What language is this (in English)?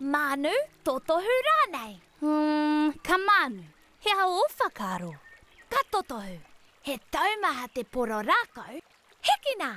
Māori